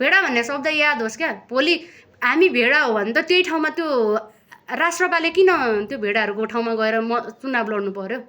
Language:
Nepali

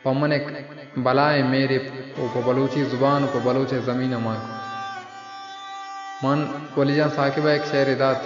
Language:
Baluchi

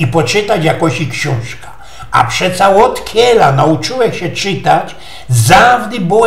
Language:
Silesian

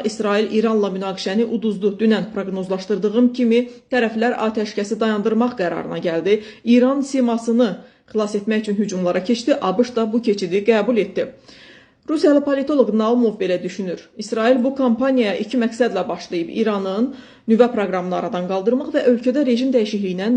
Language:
Azerbaijani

